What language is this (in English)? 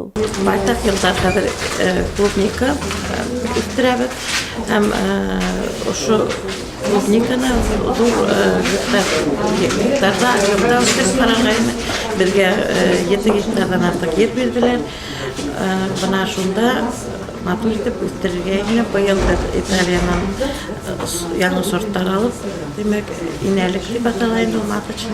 Bashkir